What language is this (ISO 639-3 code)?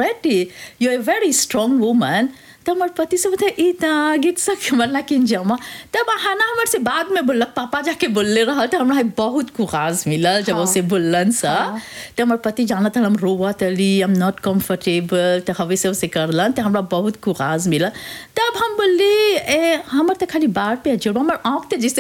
bho